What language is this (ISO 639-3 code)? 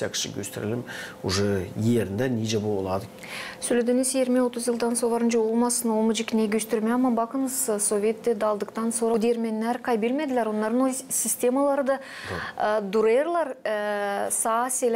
gag